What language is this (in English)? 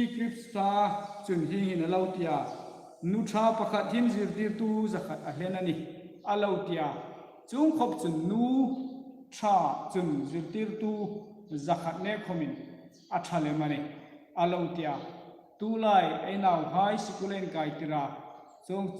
Hmar